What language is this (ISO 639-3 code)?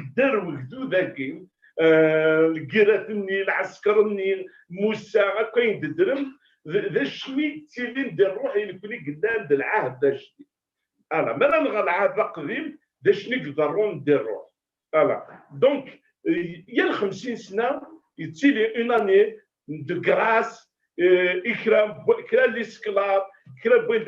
kab